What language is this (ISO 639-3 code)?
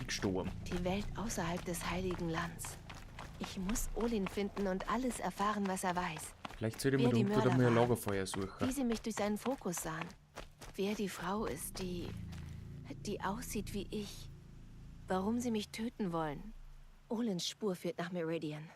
bar